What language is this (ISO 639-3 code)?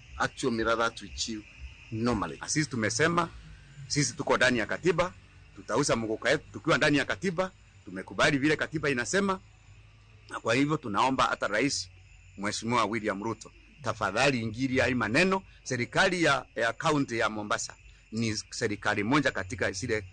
luo